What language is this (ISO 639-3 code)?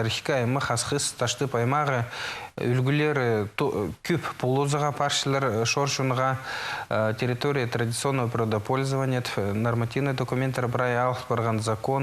kjh